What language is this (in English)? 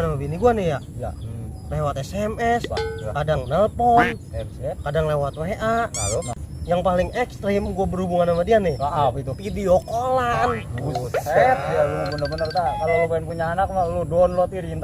Betawi